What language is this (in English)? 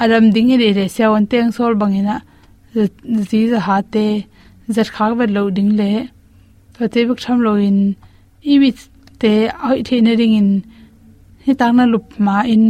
Tedim Chin